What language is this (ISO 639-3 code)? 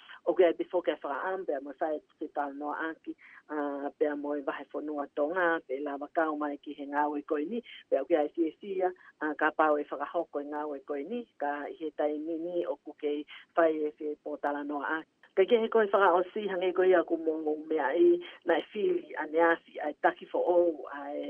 ton